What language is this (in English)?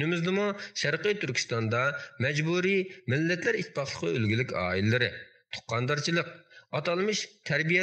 Uyghur